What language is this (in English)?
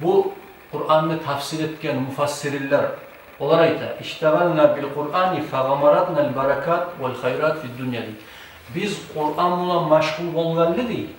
Kumyk